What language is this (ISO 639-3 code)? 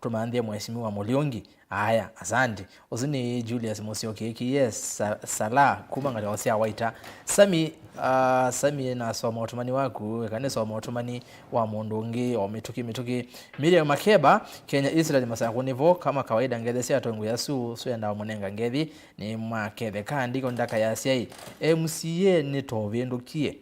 kam